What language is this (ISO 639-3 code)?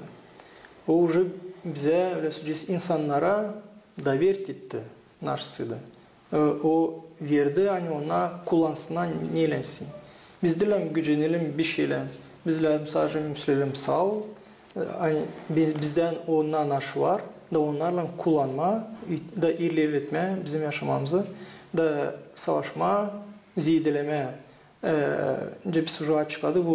gag